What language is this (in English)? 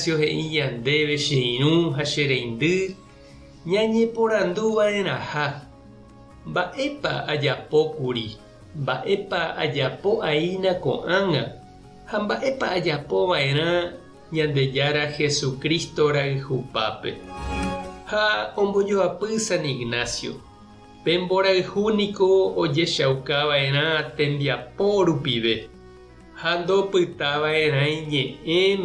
Guarani